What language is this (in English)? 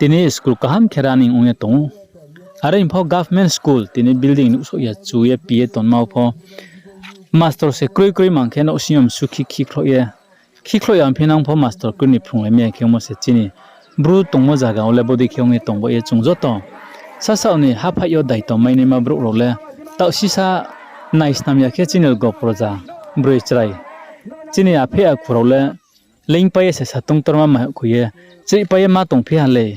Riang (India)